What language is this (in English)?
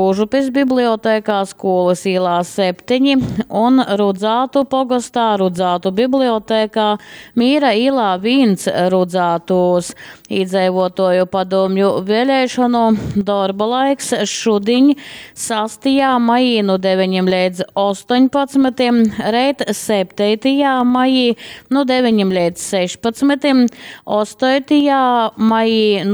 Latgalian